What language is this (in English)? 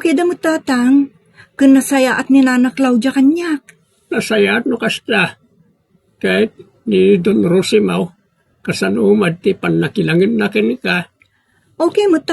Iloko